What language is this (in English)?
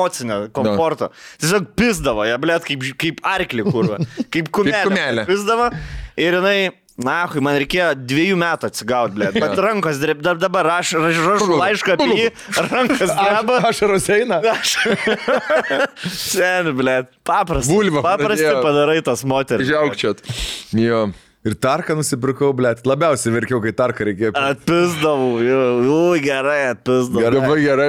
Lithuanian